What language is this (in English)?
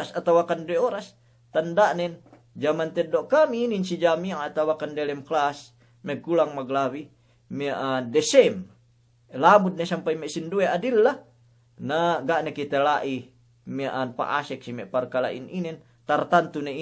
Yakan